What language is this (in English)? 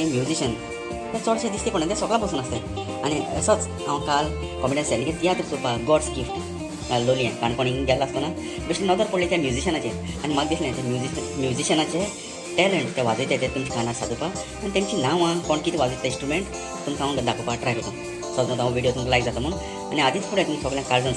Konkani